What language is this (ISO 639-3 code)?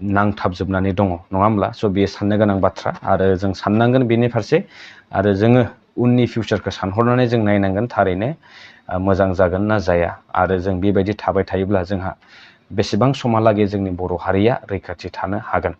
brx